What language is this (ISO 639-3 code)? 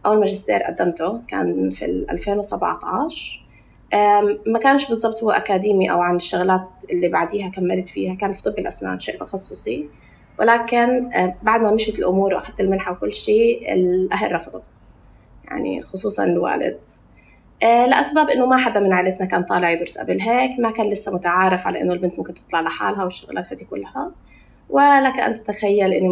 apc